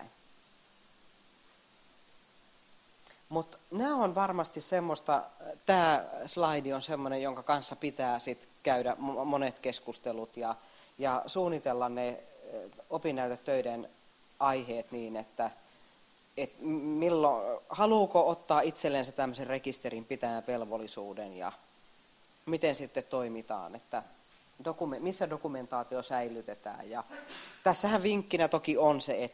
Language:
Finnish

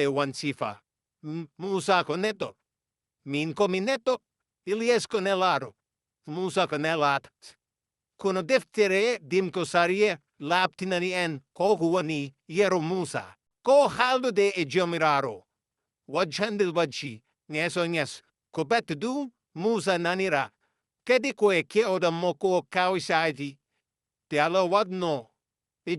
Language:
Fula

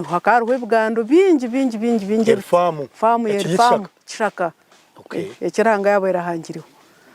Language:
Nyankole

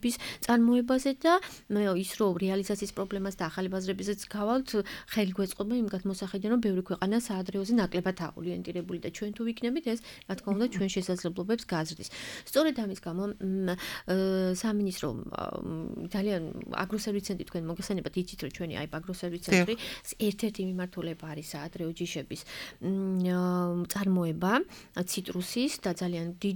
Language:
Georgian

